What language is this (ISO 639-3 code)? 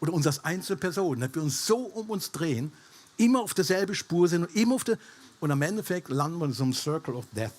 gsw